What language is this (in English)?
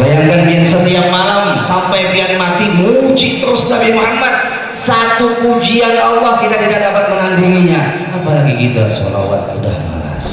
Banjar